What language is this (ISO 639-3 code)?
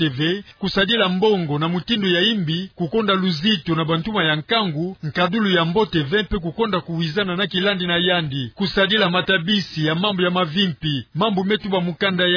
ktu